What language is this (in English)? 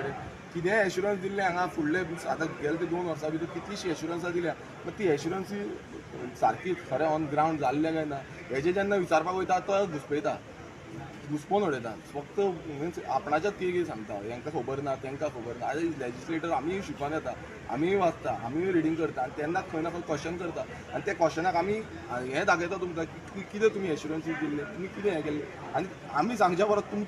Konkani